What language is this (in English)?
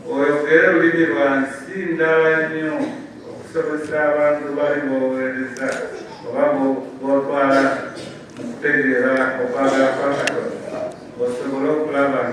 Soga